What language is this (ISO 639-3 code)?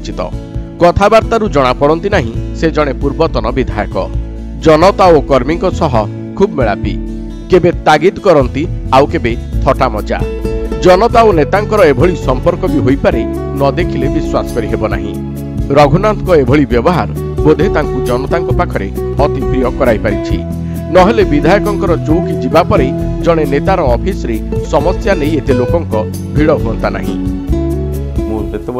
ori